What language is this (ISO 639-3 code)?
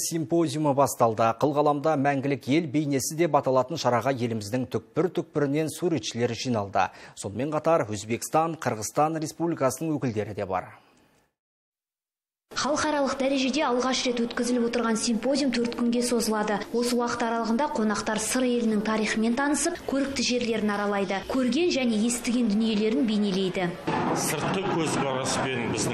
kaz